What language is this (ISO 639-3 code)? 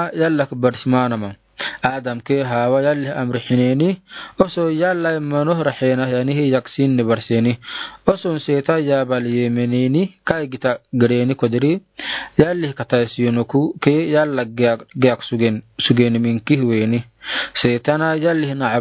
aar